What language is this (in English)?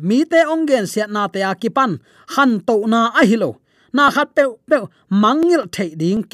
Tedim Chin